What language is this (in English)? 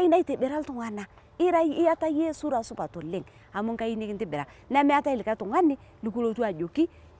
Masai